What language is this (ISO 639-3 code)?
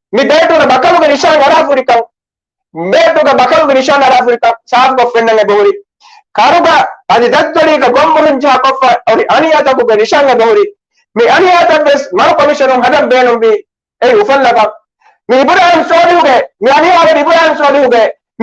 div